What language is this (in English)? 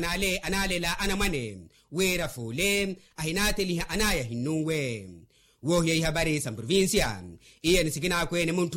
Makhuwa